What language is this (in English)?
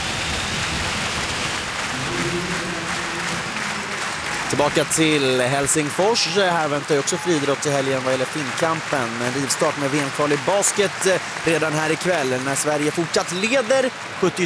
Swedish